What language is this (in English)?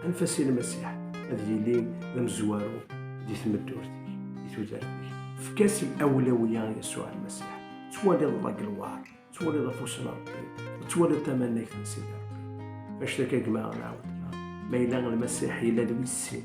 Kabyle